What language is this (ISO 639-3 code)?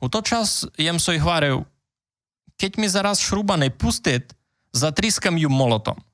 rue